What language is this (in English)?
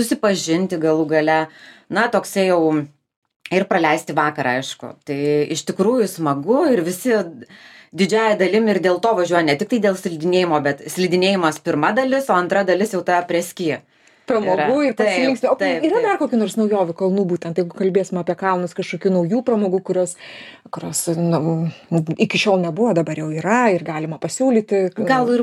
Lithuanian